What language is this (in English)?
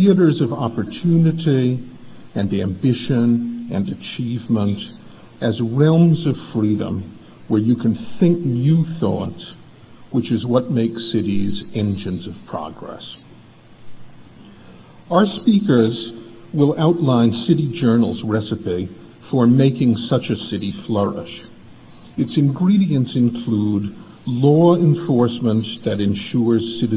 English